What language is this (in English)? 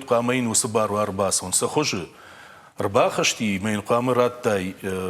Ossetic